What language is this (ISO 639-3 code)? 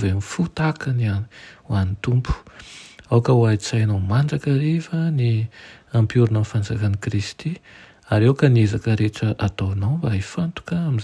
mlg